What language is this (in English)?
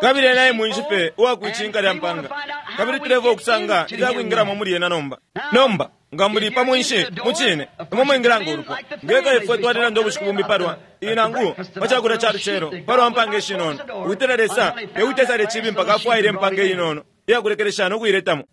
Bemba